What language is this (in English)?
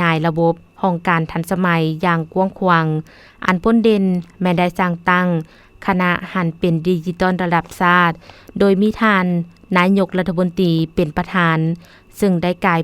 Lao